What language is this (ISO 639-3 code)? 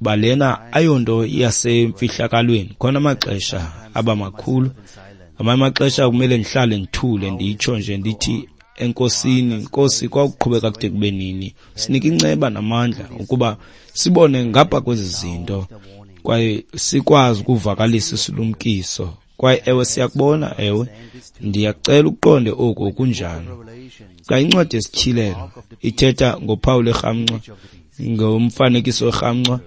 xho